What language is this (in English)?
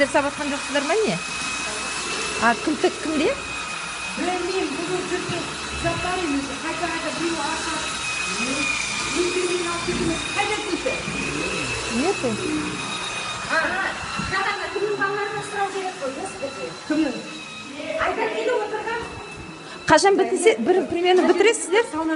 Kazakh